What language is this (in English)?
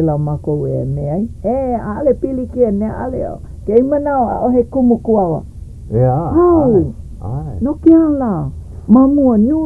Hawaiian